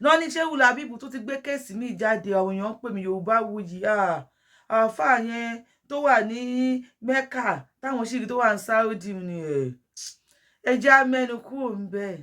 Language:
Yoruba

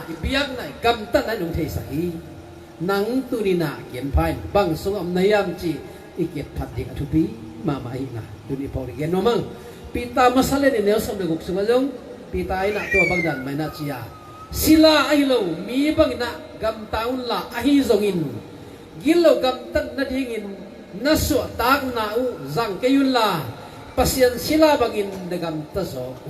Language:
Tedim Chin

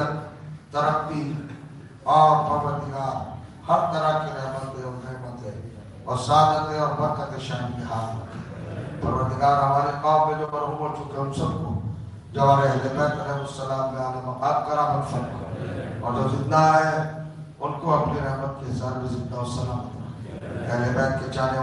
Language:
Urdu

